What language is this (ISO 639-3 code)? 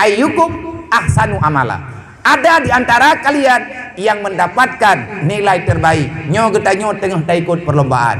ace